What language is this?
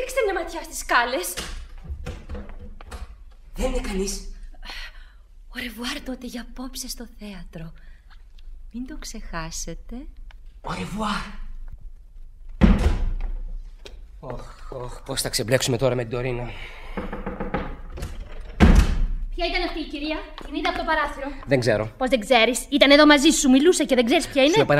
Greek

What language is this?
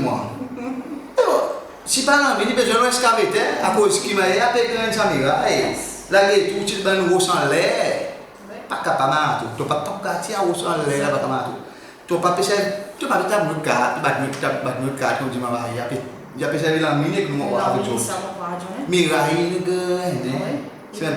Seselwa Creole French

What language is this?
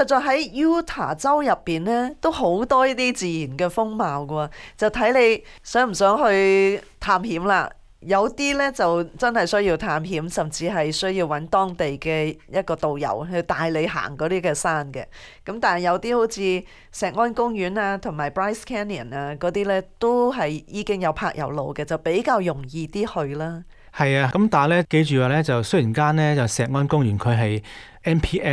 Cantonese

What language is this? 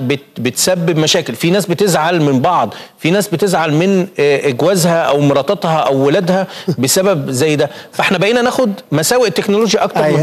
Egyptian Arabic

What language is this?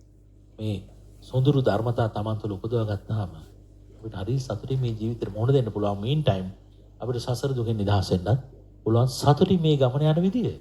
Sinhala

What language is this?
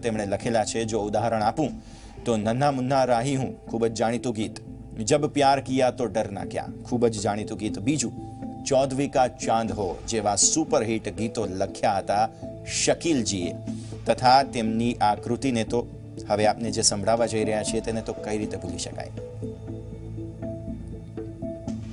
Gujarati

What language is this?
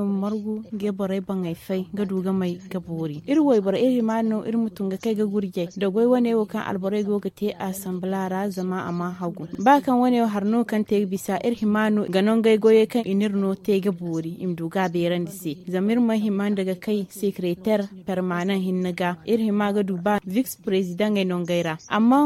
Zarma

